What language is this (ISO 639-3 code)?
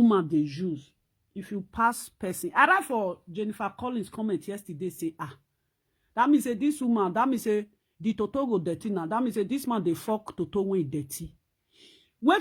pcm